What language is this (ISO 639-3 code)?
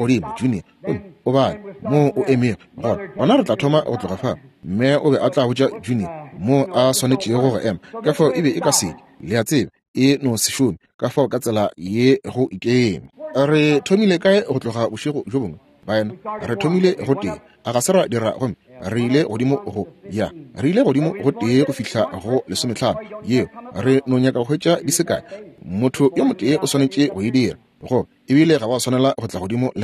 nso